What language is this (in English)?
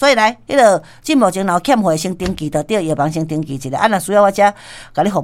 Min Nan Chinese